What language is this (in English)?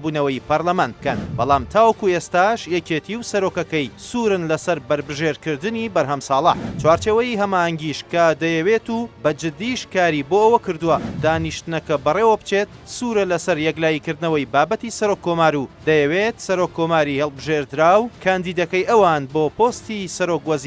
Central Kurdish